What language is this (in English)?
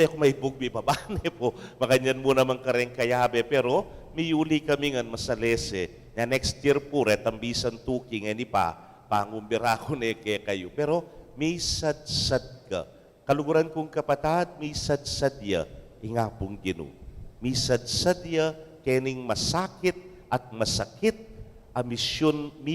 Pampanga